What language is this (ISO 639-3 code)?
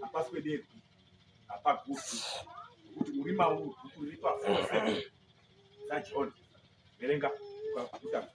sna